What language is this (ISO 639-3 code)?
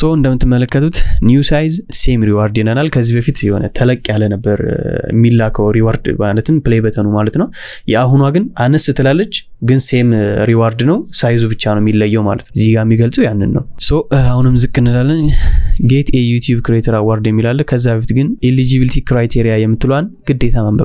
amh